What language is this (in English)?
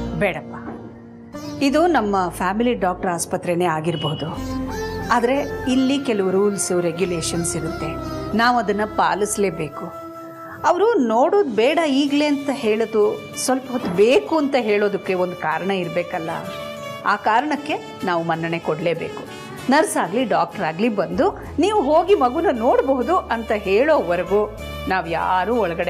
Kannada